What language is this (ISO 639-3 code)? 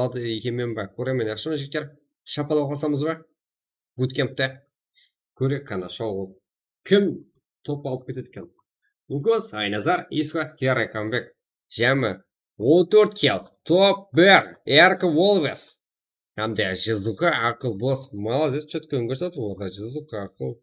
kaa